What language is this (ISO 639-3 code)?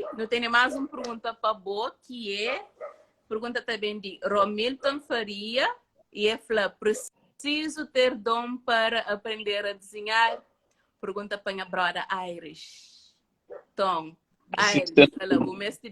kea